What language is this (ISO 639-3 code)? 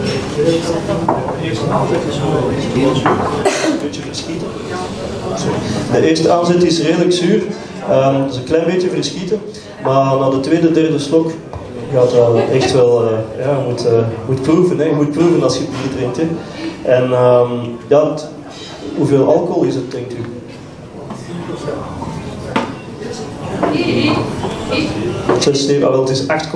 nld